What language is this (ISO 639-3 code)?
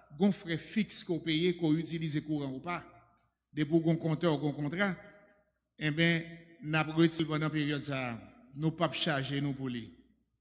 hat